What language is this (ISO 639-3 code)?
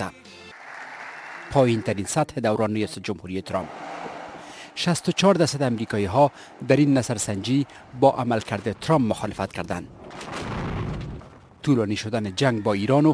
fas